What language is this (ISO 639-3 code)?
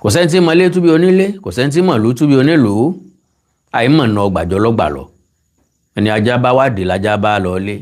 yor